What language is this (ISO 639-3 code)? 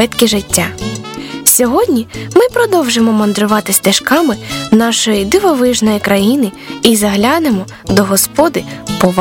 ukr